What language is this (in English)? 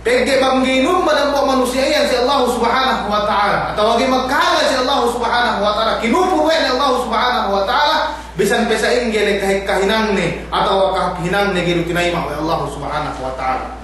Yakan